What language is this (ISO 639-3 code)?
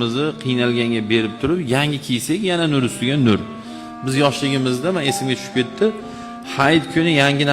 uzb